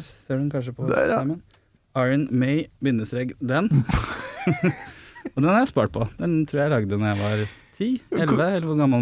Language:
Norwegian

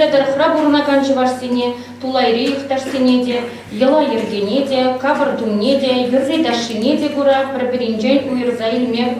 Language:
Chuvash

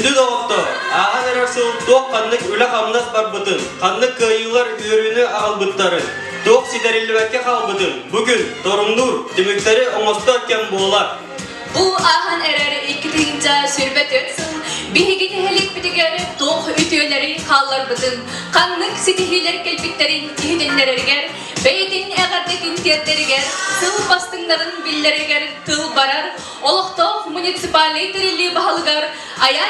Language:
Yakut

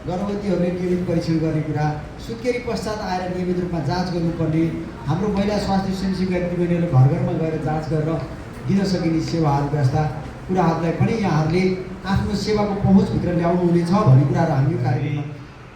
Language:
Nepali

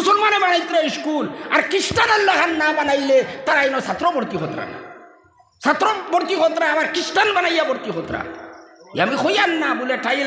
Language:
Sylheti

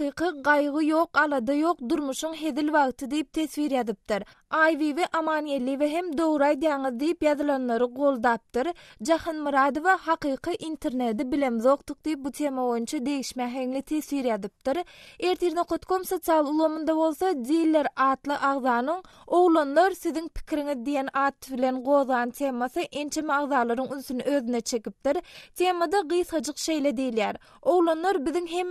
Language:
Turkmen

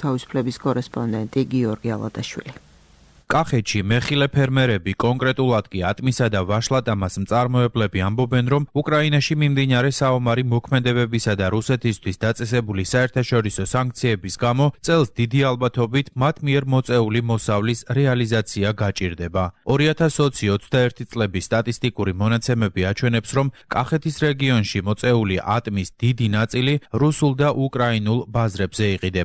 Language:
Georgian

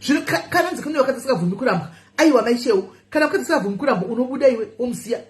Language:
Shona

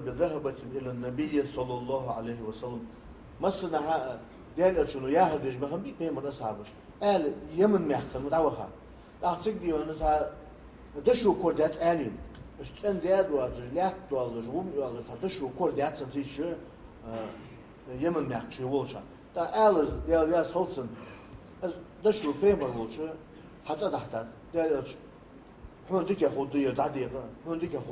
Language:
Ingush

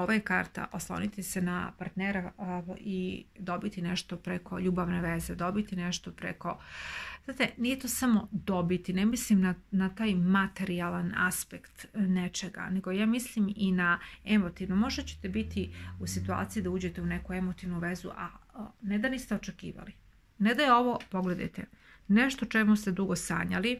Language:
Serbian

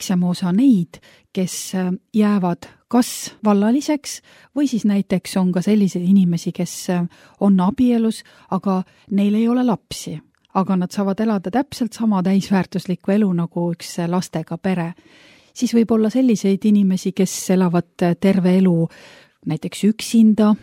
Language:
Estonian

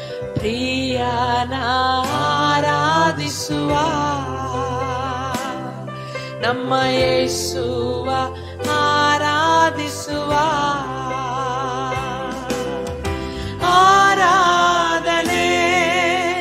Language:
Kannada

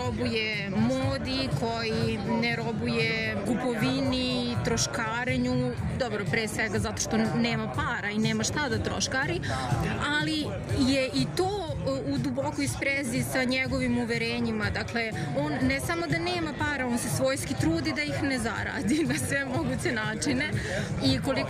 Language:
Serbian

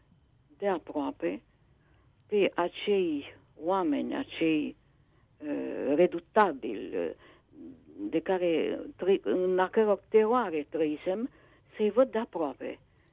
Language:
Romanian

